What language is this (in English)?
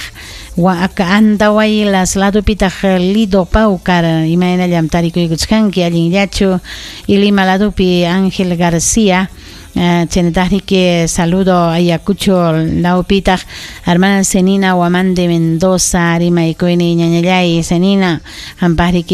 Ayacucho Quechua